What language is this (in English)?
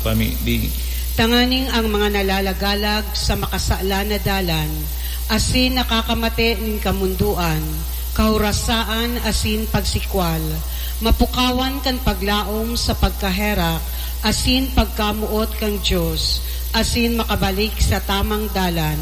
Bikol